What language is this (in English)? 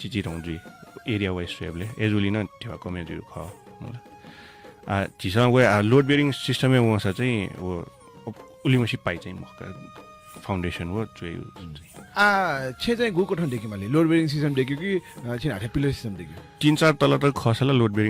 Newari